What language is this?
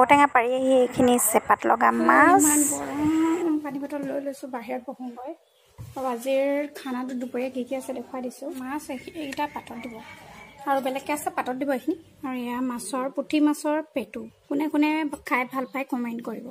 Assamese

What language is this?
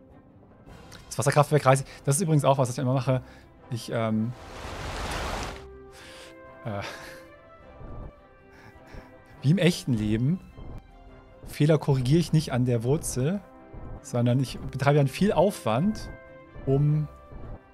German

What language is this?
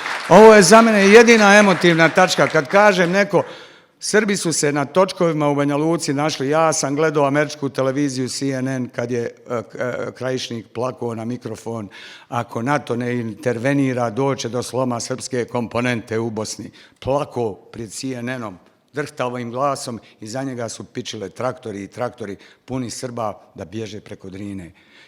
Bosnian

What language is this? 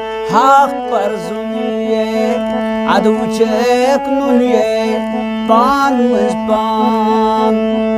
Kashmiri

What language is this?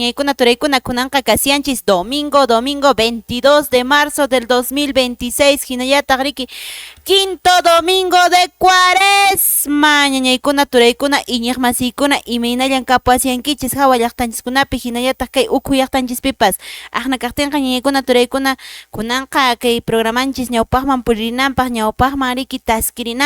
Quechua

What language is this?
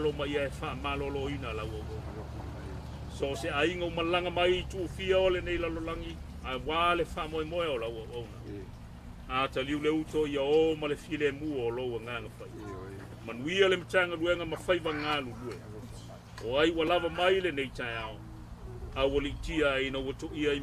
Samoan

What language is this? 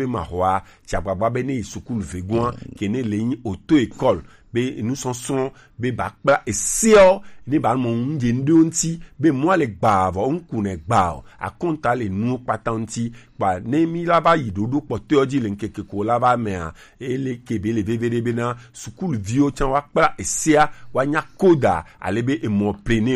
Gen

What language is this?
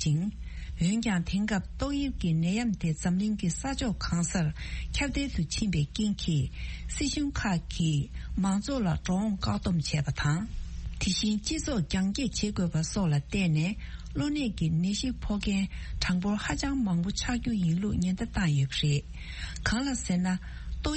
Tibetan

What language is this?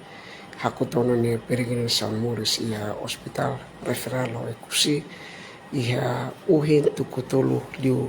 Tetum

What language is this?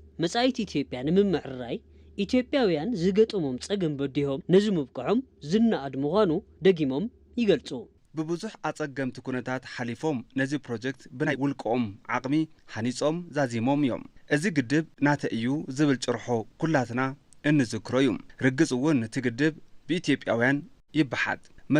Tigrinya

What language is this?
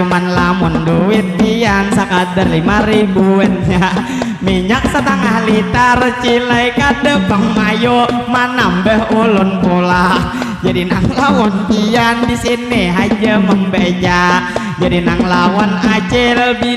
Banjar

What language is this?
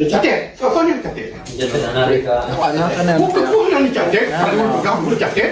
Achinese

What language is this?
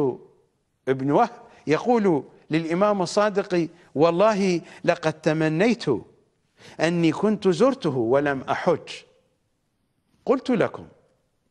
Arabic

